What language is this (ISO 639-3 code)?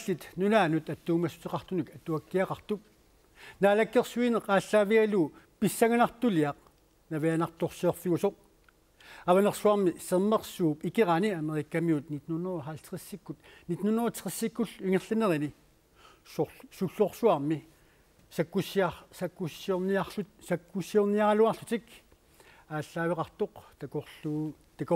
kal